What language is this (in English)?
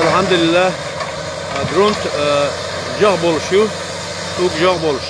Chechen